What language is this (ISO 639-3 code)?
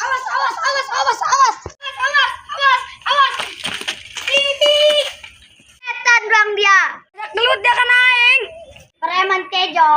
sun